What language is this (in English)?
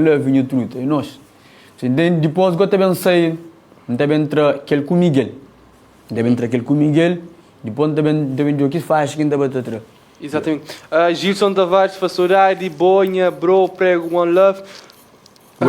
Kabuverdianu